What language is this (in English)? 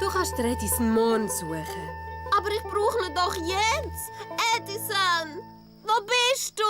Swiss German